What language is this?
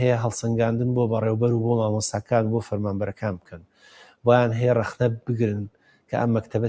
Central Kurdish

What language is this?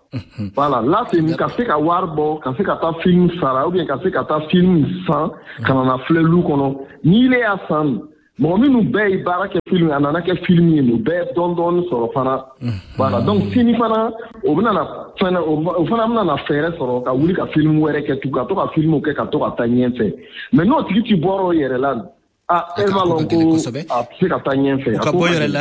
Bambara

